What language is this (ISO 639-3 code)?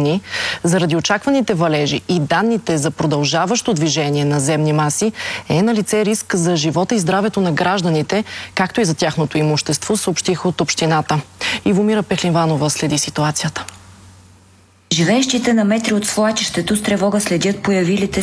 bul